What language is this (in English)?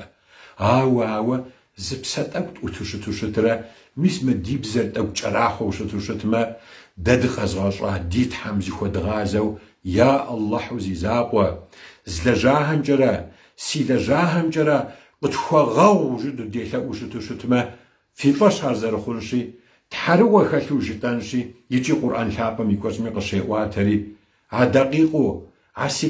Kabardian